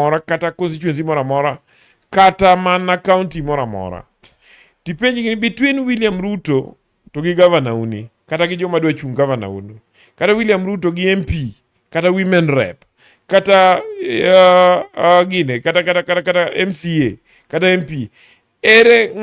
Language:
Luo (Kenya and Tanzania)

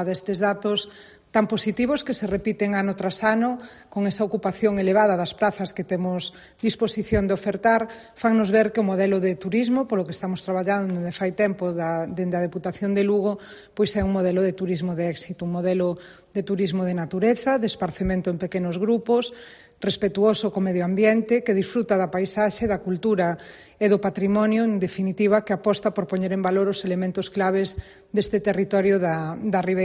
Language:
Galician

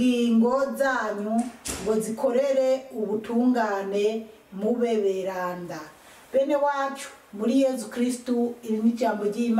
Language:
Rundi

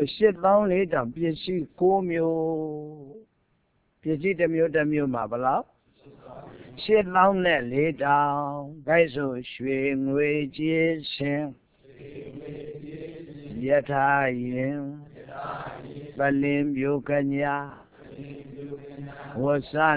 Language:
Burmese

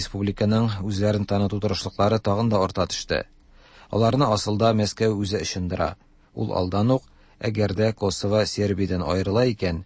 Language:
Tatar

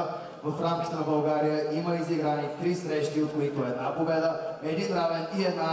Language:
Bulgarian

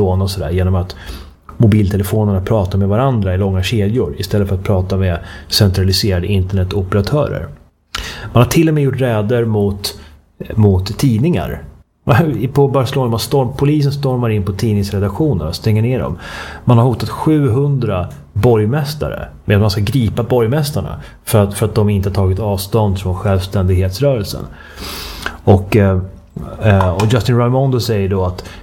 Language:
Swedish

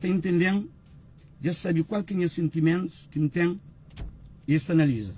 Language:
Kabuverdianu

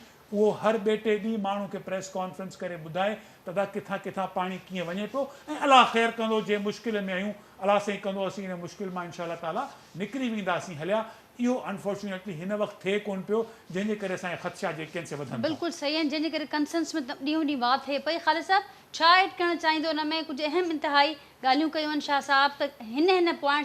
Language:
Sindhi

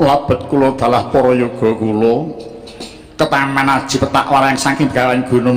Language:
Javanese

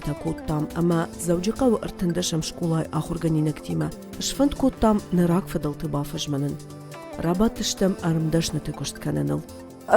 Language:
Ossetic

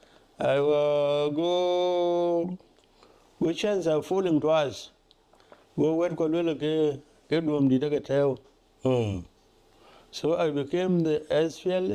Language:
Dinka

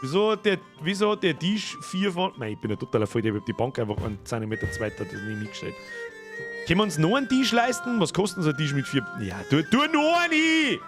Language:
Bavarian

